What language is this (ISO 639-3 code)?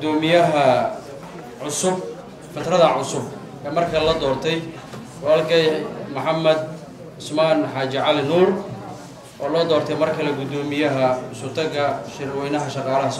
som